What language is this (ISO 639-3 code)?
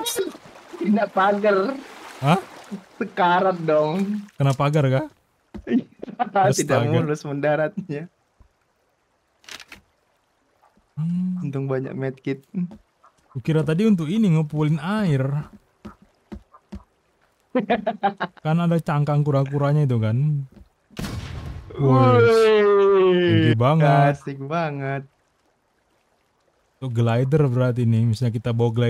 ind